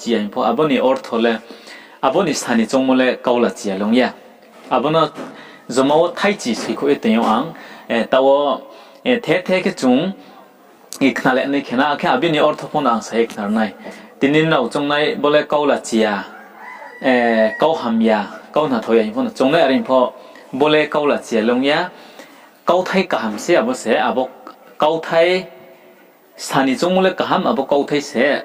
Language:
Riang (India)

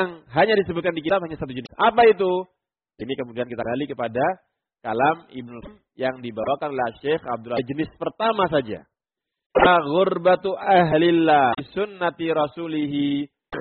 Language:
Indonesian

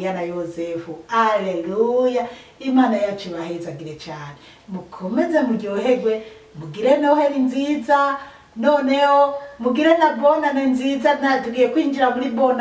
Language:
Rundi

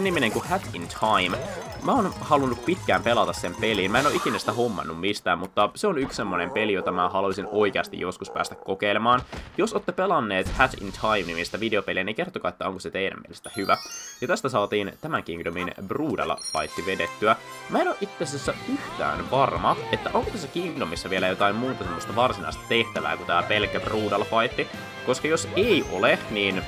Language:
Finnish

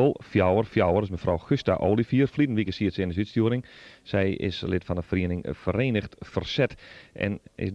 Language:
Western Frisian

